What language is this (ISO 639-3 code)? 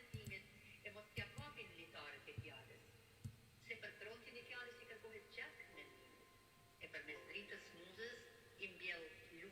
sqi